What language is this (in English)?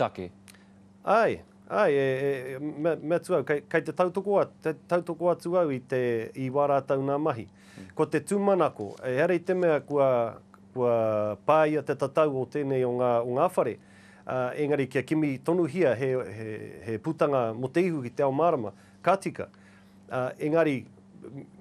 Māori